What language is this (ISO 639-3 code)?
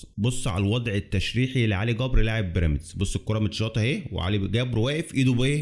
arz